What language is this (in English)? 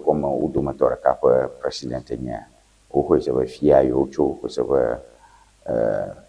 Ewe